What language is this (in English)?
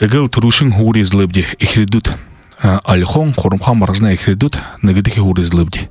Buriat